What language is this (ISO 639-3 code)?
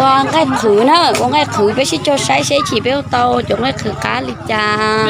hmn